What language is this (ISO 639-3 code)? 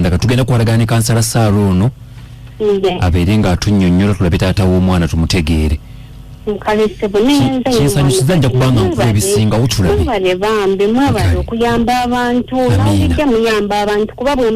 lug